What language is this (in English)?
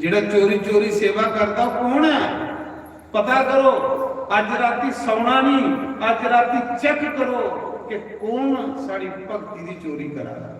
Dogri